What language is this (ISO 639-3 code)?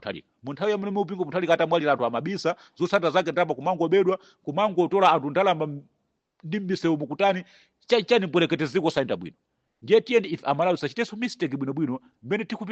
nya